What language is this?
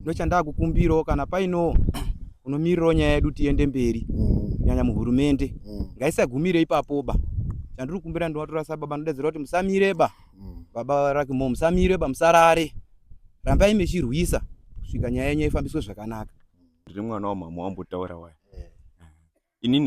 Shona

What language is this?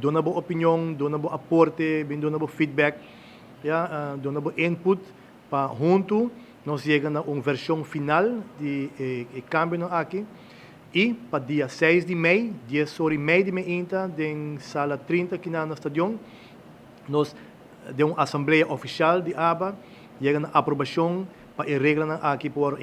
Papiamento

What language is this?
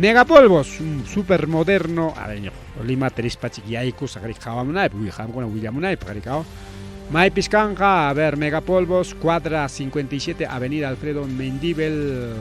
Ayacucho Quechua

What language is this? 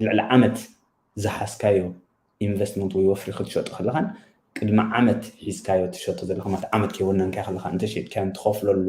Tigrinya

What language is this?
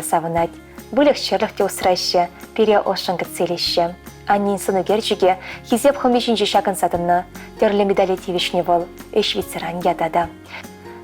Chuvash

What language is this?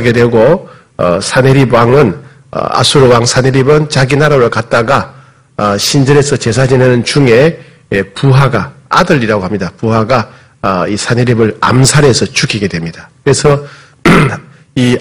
Korean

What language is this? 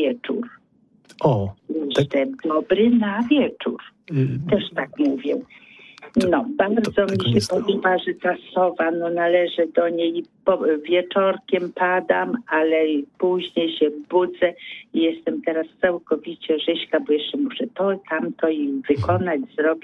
Polish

